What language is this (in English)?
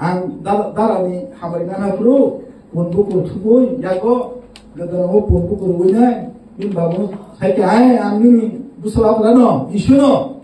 Kok Borok